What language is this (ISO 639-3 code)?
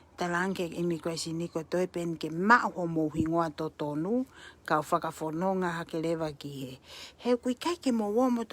ton